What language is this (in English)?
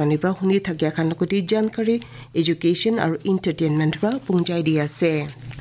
Kok Borok